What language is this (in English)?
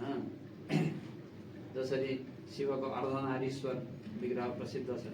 Nepali